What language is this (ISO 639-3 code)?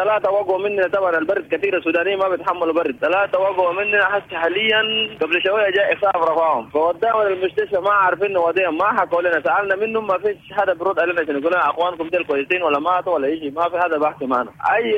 apd